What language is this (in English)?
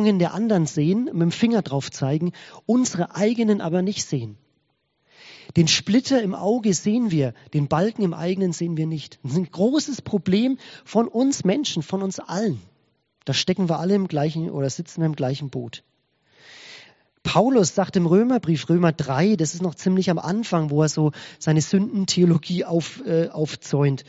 German